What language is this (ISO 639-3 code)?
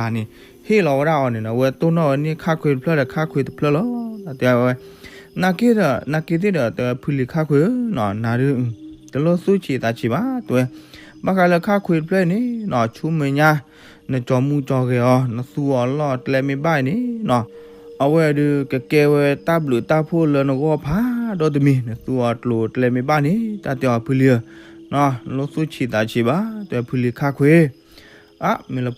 ksw